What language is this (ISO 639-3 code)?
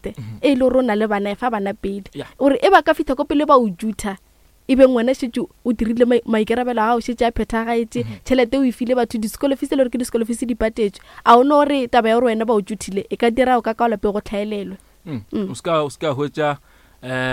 nso